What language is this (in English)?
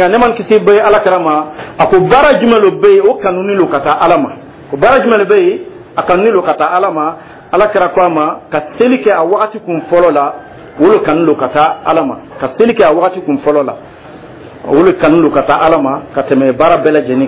Dyula